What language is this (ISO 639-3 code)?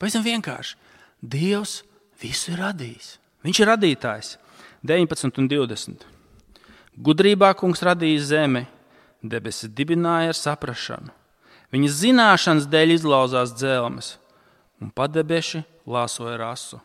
lav